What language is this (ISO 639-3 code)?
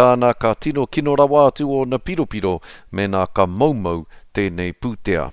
mri